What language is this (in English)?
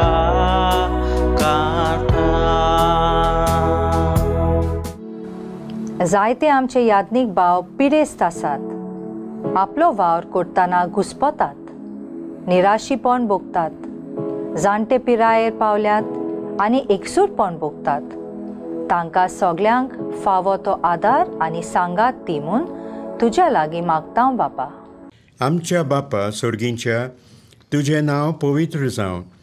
Konkani